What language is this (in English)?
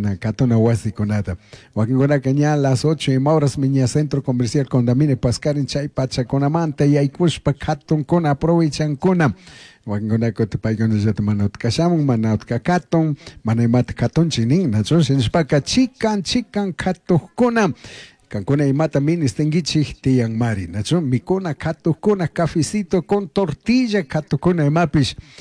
Chimborazo Highland Quichua